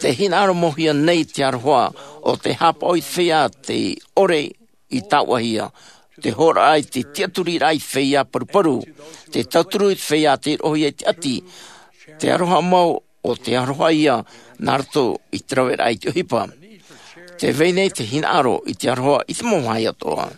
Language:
Tahitian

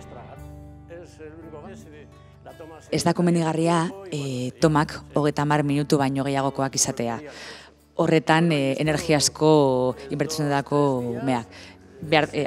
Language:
Basque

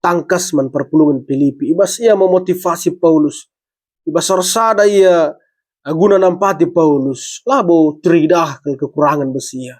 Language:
Batak Karo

